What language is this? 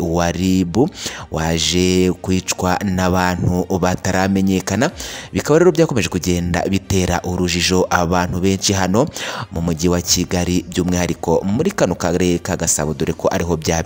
Kinyarwanda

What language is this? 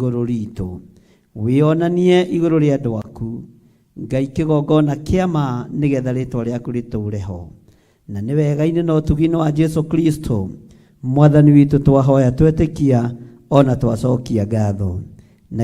Kikuyu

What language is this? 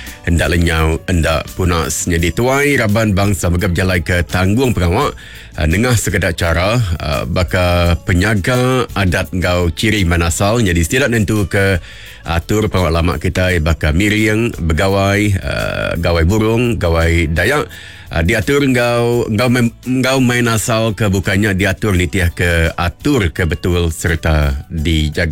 Iban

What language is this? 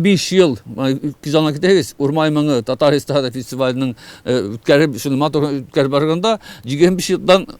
Tatar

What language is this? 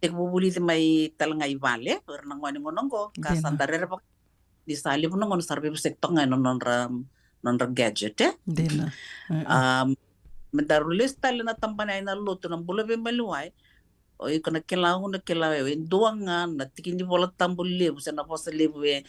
Fijian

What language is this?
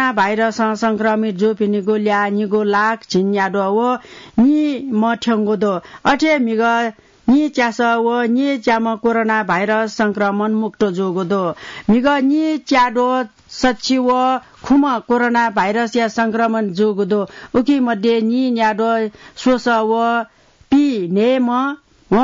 Newari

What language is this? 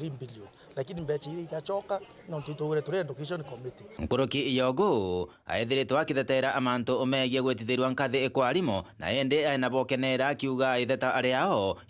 Meru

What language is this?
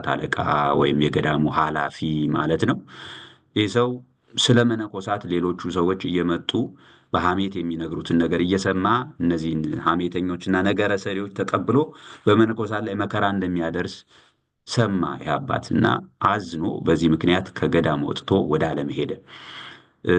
Amharic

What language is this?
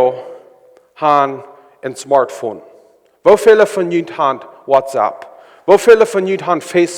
Plautdietsch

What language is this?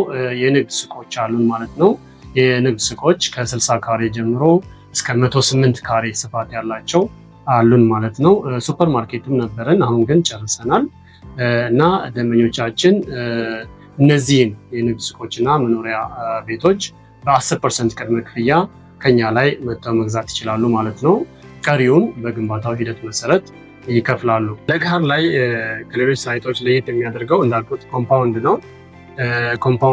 Amharic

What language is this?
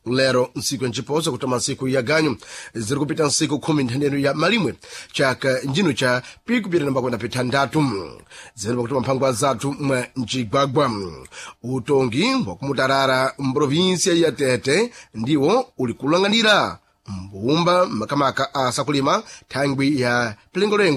Sena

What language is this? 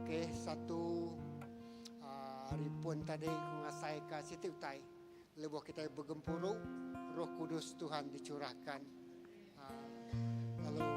Iban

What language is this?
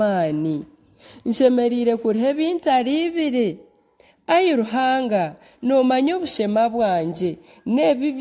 Nyankole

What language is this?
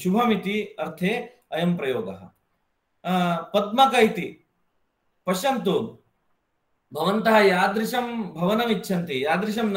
Sanskrit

